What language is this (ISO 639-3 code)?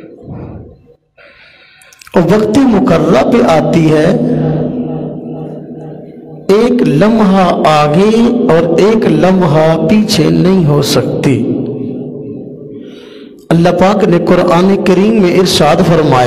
urd